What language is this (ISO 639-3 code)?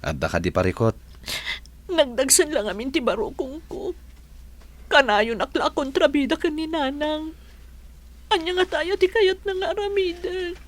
ilo